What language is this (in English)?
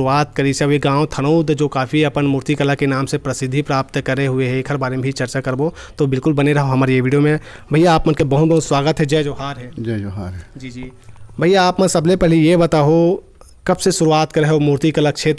Chhattisgarhi